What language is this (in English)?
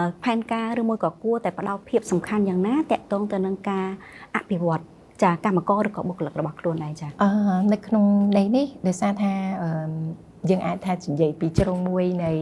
Khmer